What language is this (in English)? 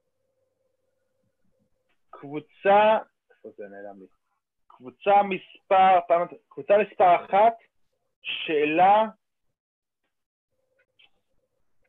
Hebrew